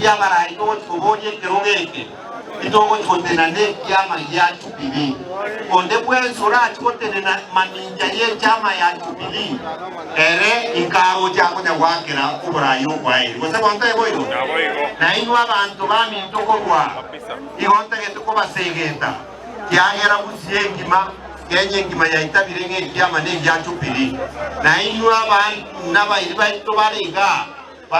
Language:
Gusii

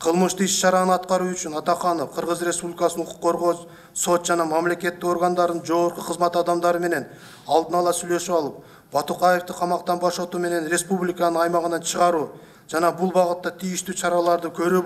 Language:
Kyrgyz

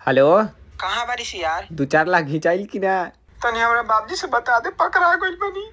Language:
Magahi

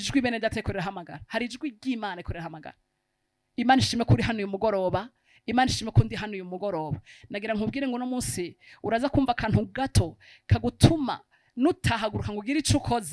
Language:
Rundi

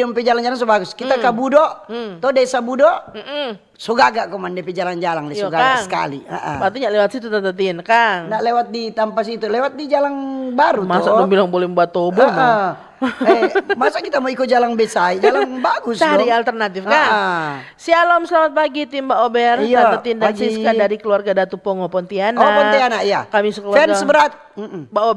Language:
Manado Malay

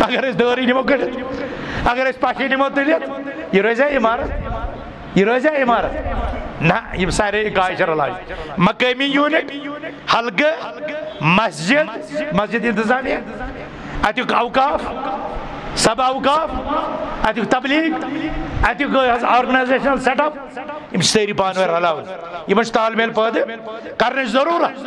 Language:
Kashmiri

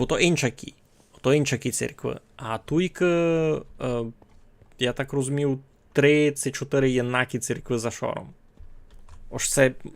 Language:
Rusyn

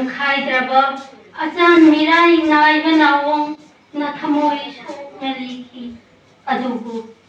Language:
Manipuri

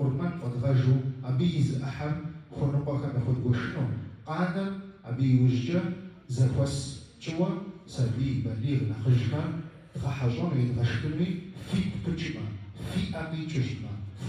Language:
Kabardian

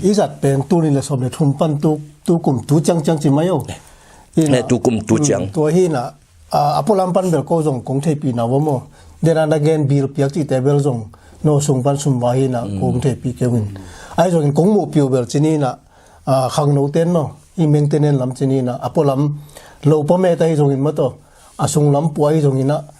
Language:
Tedim Chin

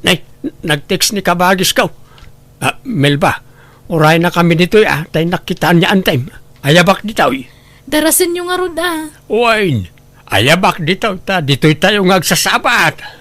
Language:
Iloko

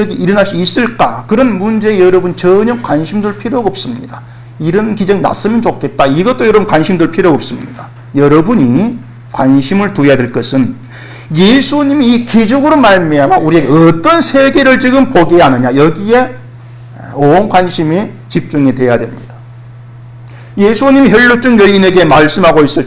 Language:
Korean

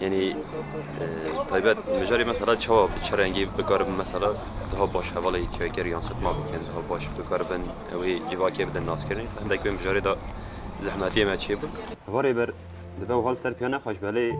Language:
Kurdish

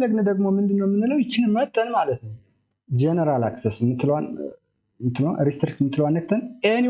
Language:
Amharic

